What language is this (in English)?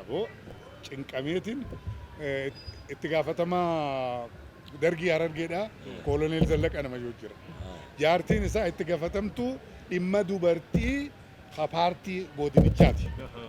Oromo